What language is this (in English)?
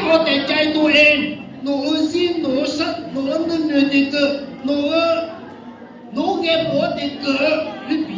Akha